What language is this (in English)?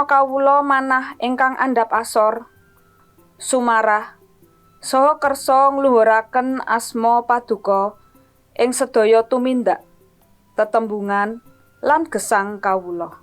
Javanese